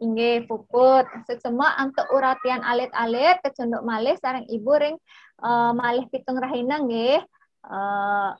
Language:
Balinese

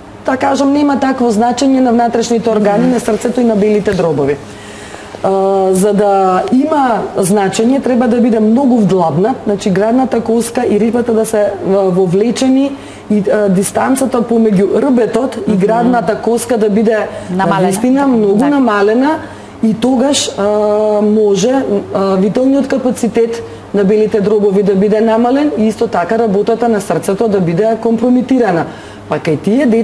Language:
Macedonian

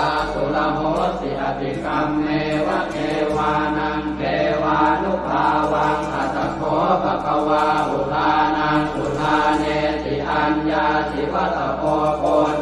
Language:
Pali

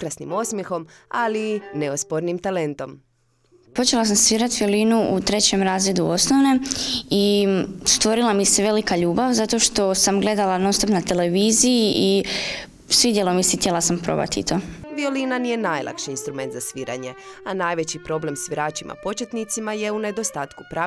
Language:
Croatian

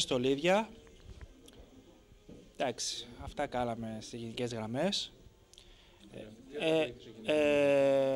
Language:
Greek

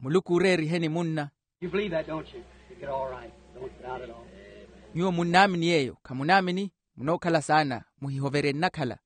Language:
Makhuwa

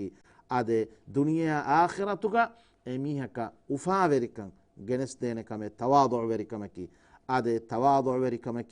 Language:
Divehi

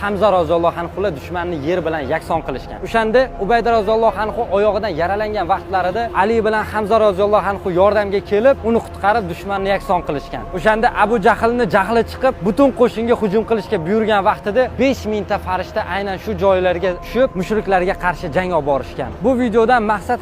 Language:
Uzbek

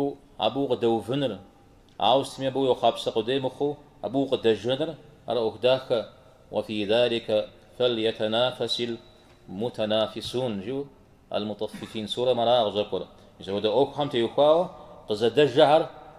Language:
Kabardian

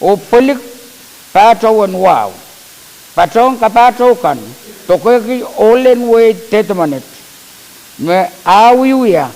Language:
Pohnpeian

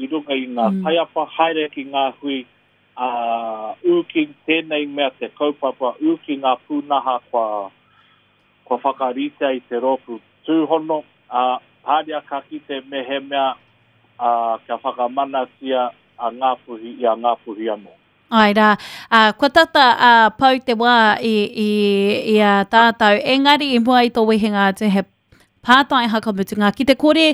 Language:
Māori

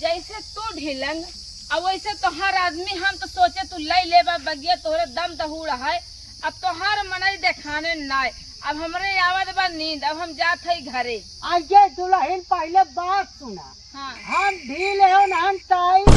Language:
Awadhi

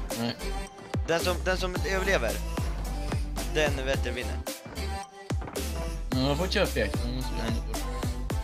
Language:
Swedish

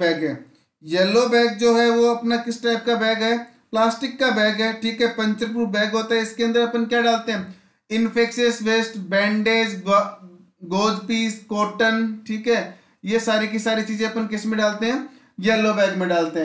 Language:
Hindi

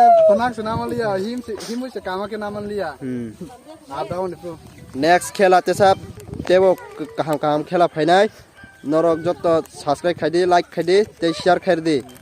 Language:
Kok Borok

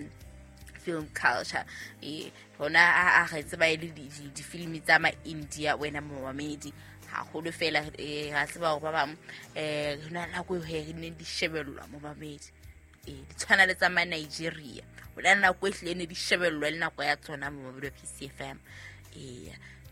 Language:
Southern Sotho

